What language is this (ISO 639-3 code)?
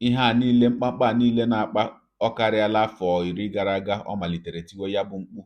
ibo